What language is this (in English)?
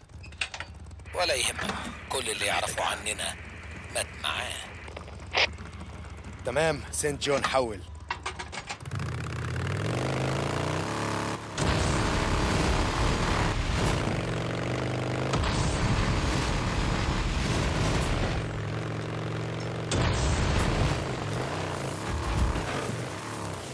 Egyptian Arabic